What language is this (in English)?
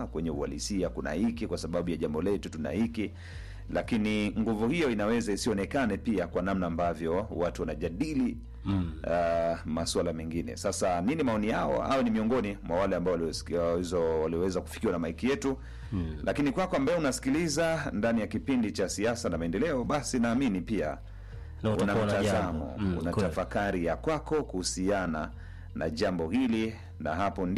Swahili